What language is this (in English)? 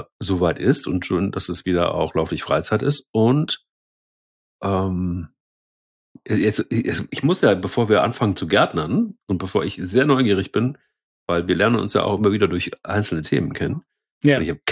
German